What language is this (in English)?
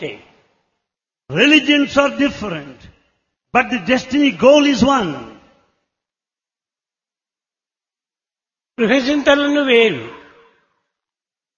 Telugu